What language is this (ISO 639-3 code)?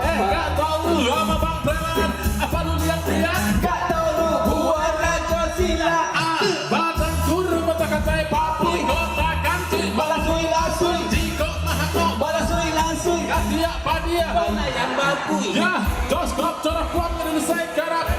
min